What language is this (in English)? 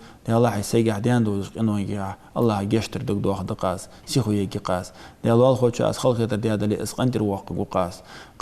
Ingush